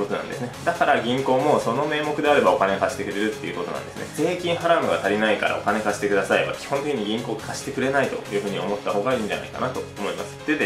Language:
Japanese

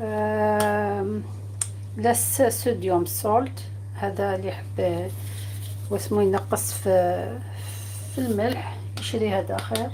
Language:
Algerian Arabic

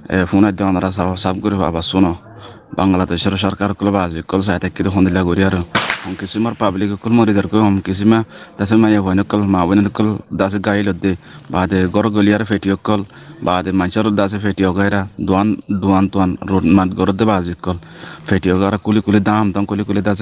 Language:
Rohingya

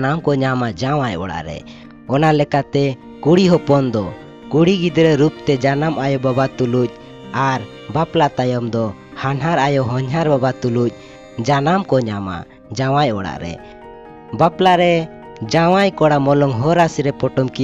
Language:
Santali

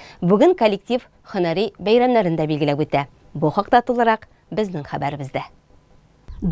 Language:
Tatar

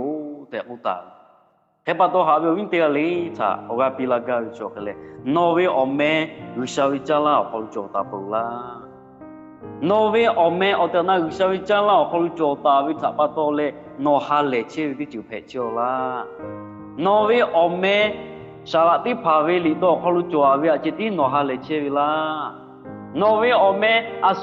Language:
Lahu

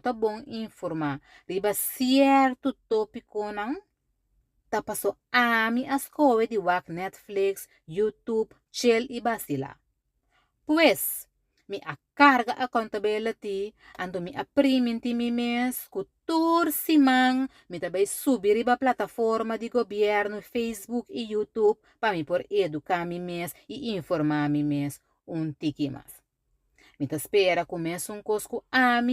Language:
Papiamento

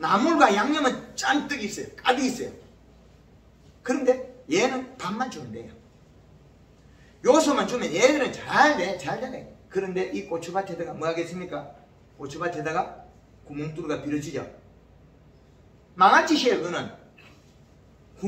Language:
Korean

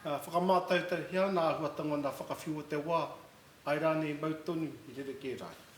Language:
Māori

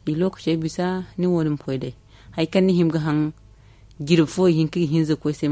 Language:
Zarma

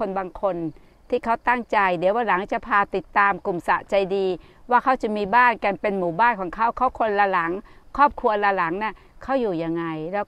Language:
Thai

